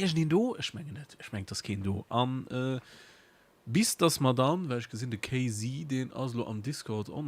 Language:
Luxembourgish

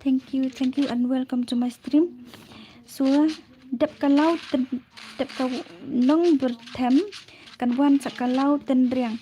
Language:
Khasi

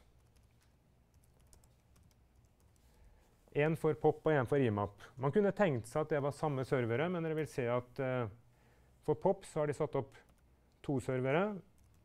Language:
Norwegian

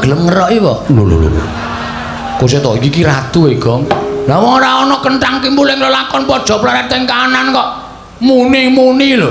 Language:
Javanese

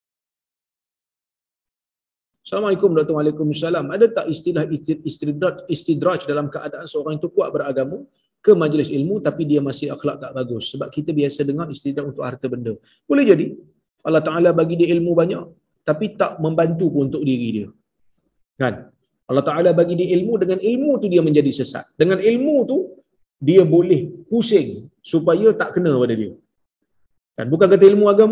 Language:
Malay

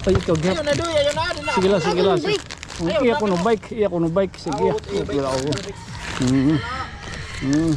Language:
Waray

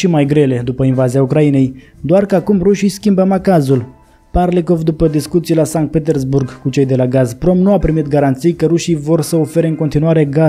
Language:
Romanian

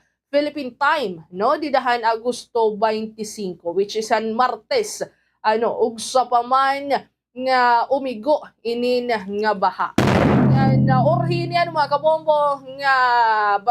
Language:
Waray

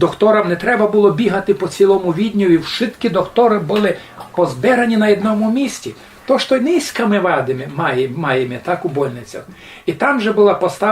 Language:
Rusyn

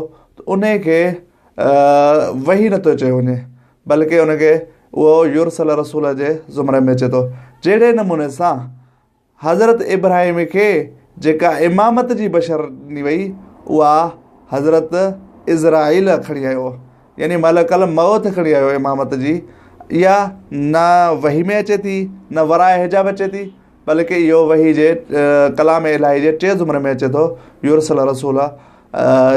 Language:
Sindhi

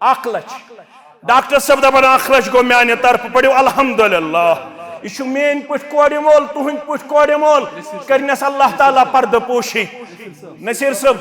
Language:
Kashmiri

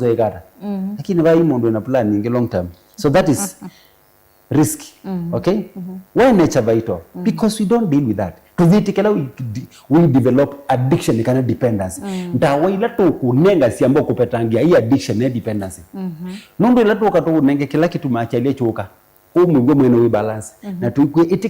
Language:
Kamba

